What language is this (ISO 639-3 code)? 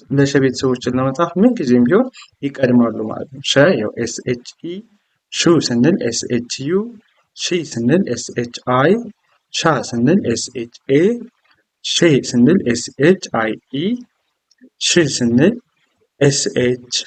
amh